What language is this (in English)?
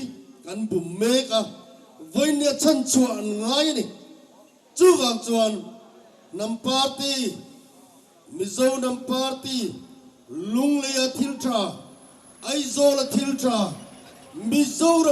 Mizo